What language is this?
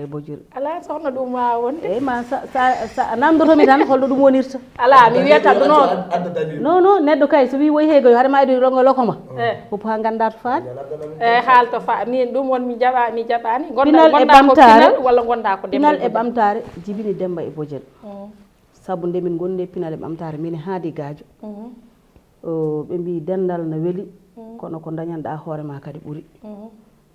Fula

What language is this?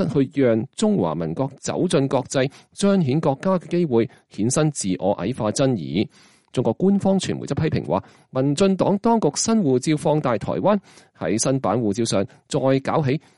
Cantonese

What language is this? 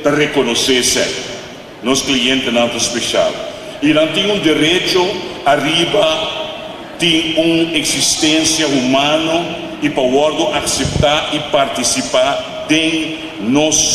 Papiamento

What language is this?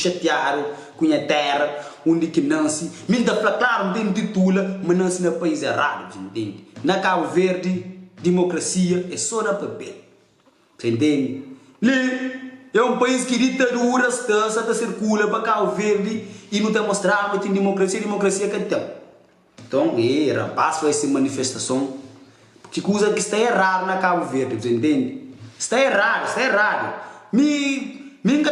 Kabuverdianu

